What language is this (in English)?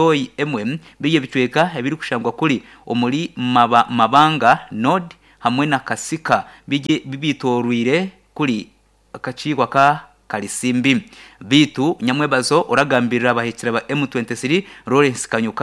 Nyankole